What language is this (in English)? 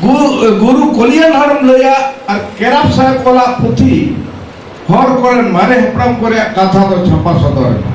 Santali